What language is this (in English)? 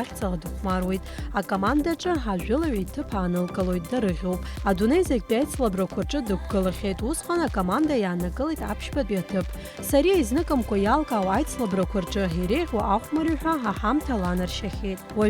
Abkhazian